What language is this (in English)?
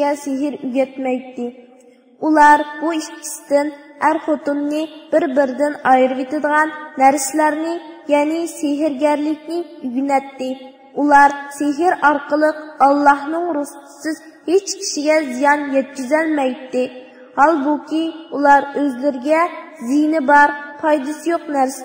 Uyghur